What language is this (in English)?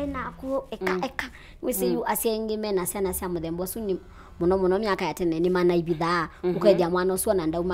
Kamba